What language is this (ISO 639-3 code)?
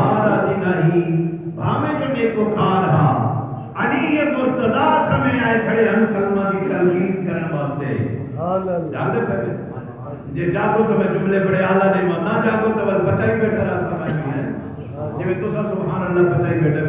skr